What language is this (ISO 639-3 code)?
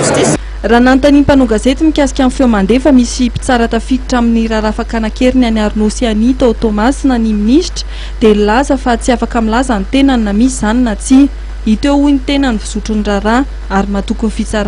mlg